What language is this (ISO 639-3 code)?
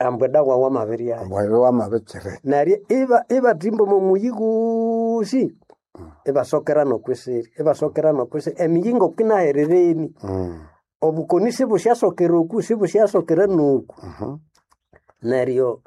nnb